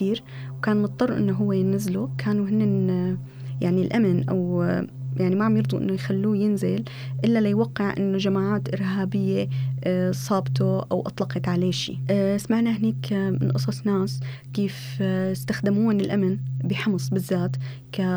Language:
North Levantine Arabic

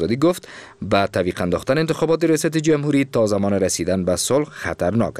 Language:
Persian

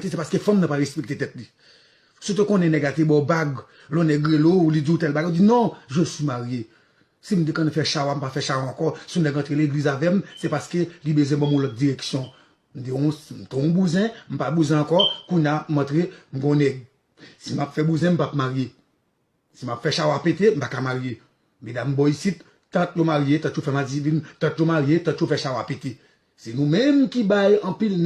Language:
Haitian Creole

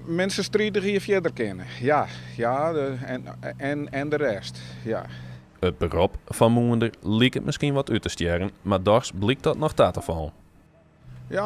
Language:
Western Frisian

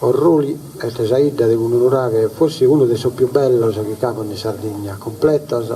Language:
Sardinian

